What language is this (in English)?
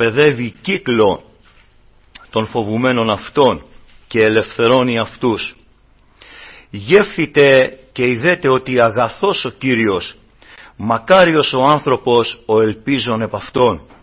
Greek